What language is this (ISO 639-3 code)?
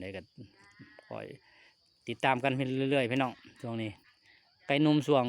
lao